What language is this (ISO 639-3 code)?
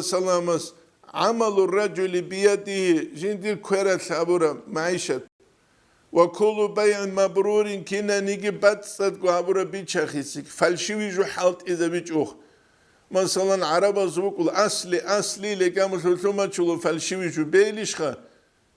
ava